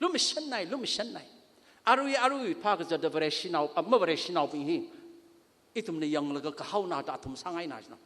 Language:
Tangkhul Naga (India)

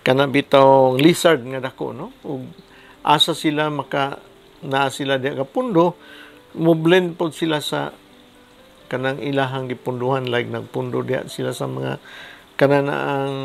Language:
Cebuano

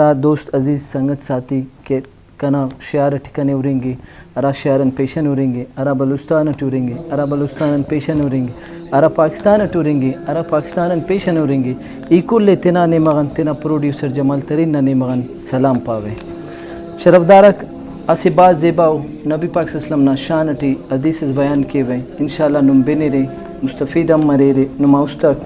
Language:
Brahui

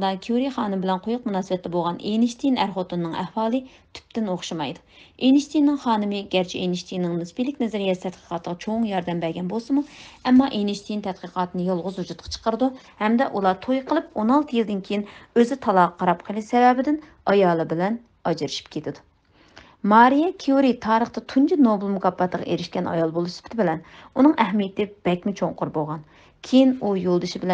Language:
Uyghur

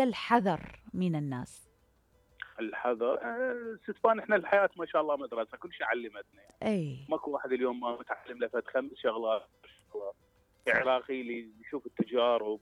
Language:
Mesopotamian Arabic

